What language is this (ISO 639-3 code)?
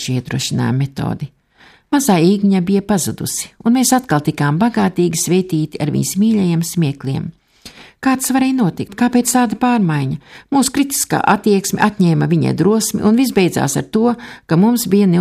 lav